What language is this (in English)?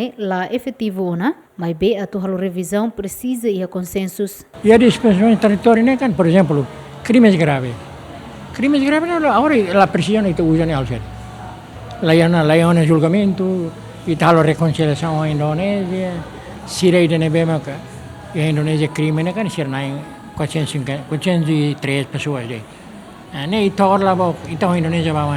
Tetum